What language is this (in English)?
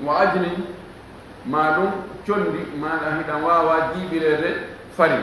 Fula